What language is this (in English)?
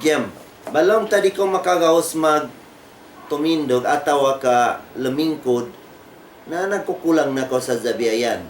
Tausug